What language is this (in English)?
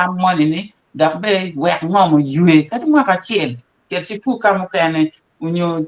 Acoli